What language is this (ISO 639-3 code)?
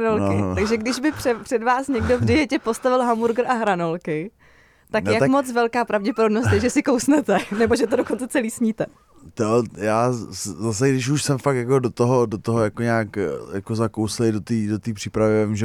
ces